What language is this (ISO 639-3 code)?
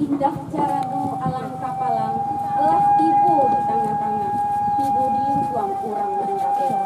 min